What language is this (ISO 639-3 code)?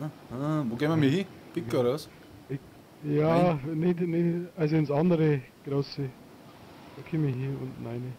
bar